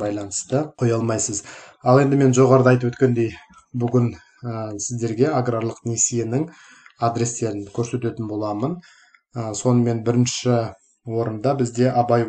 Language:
Kazakh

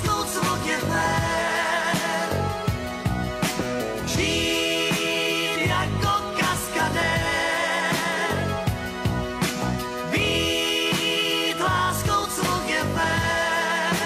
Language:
Czech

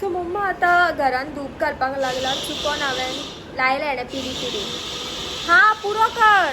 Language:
Konkani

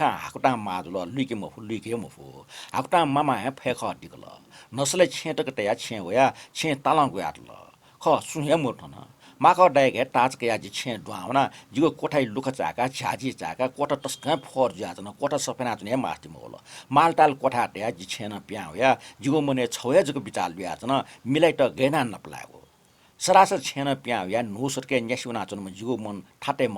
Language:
Newari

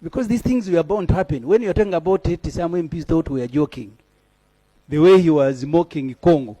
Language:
Ganda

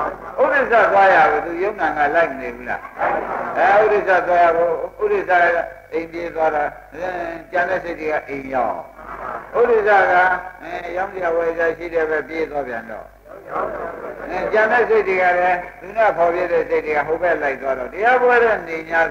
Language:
Burmese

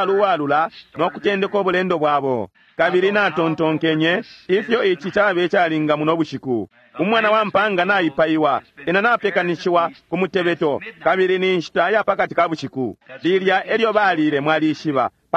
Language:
Bemba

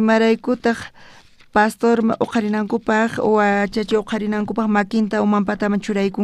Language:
South Bolivian Quechua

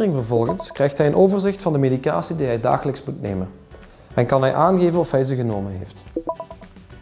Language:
Dutch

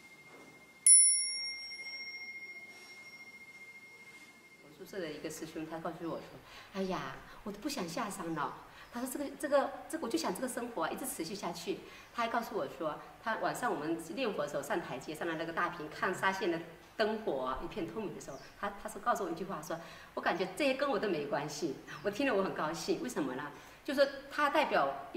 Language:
Chinese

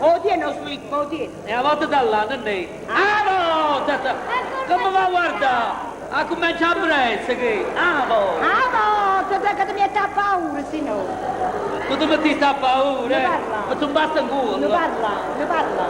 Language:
Neapolitan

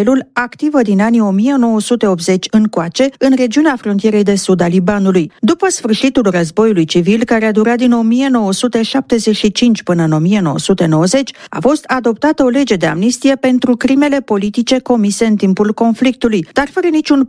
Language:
Romanian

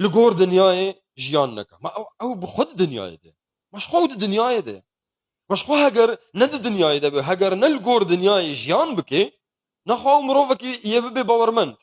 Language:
Kurdish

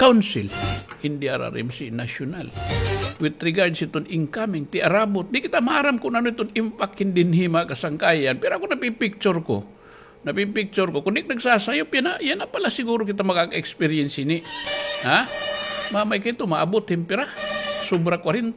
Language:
Waray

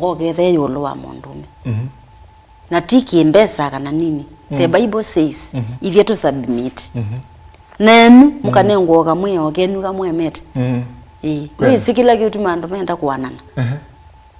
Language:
Kamba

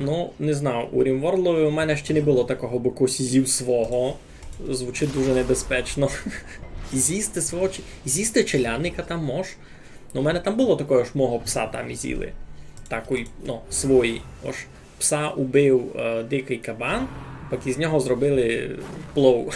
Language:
Rusyn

